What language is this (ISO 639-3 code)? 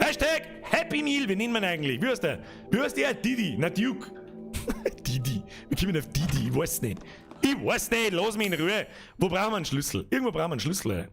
bar